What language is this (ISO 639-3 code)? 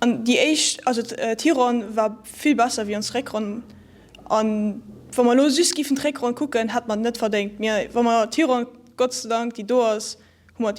ltz